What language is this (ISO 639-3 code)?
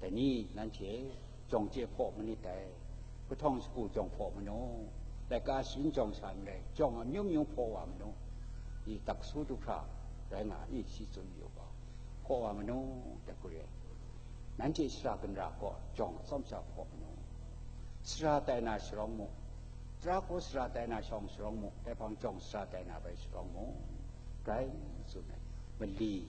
kac